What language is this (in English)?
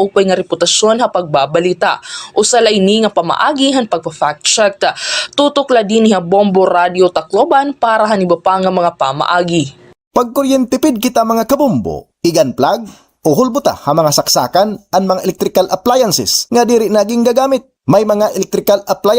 Waray